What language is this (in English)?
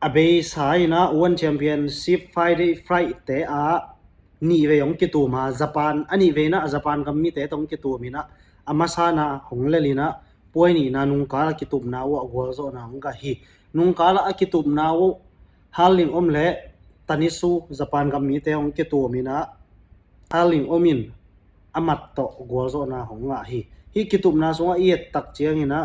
Tedim Chin